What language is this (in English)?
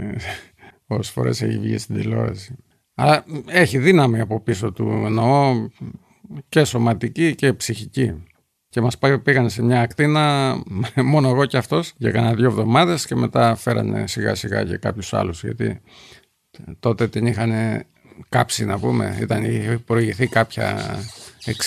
Greek